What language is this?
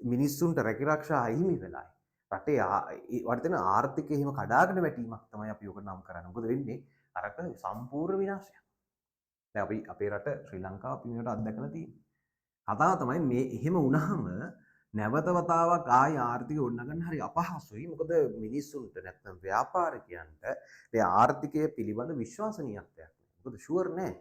Sinhala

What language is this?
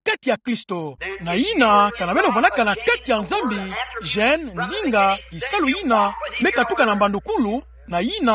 Kituba (Democratic Republic of Congo)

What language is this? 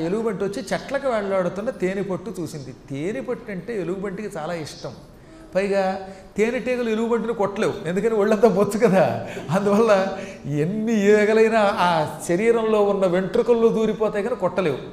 Telugu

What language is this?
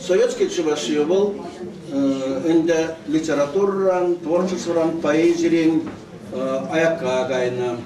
Chuvash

